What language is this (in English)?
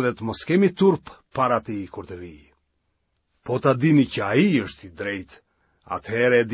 Albanian